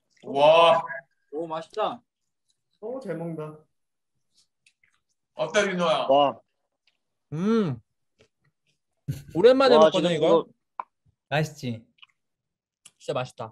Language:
Korean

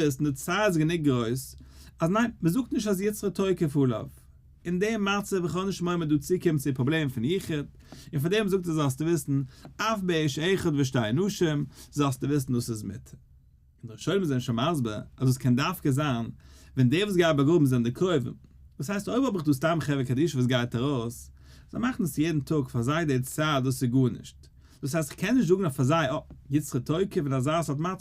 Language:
Yiddish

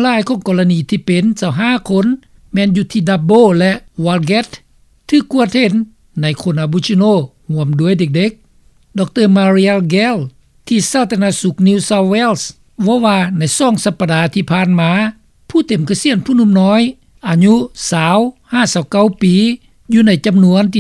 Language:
Lao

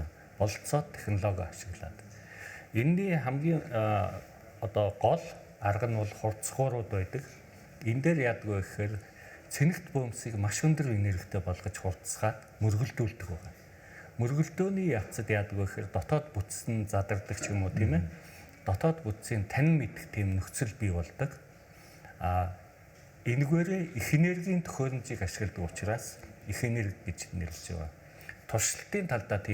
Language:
Mongolian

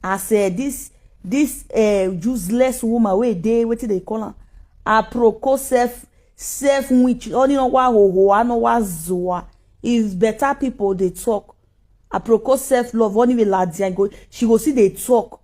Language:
Nigerian Pidgin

